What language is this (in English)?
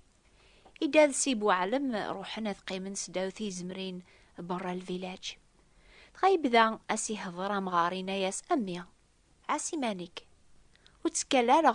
Kabyle